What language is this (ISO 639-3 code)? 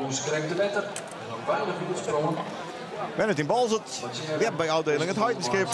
fry